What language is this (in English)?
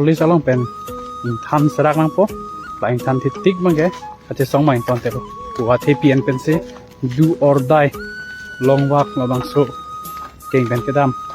Karbi